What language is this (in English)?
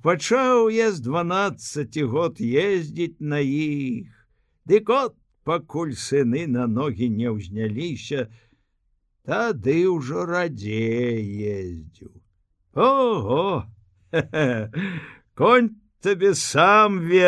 Belarusian